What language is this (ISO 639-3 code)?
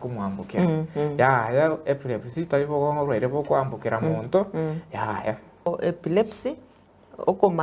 guz